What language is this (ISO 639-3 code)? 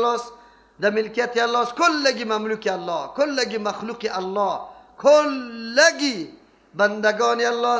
fas